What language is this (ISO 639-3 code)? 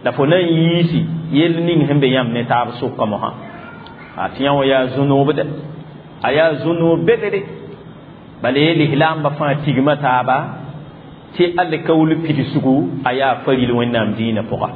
mos